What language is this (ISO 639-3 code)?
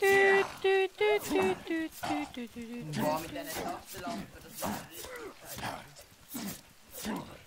gsw